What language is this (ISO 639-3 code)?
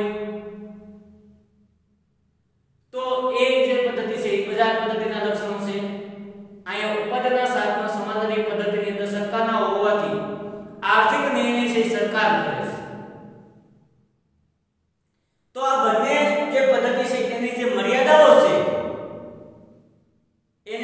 guj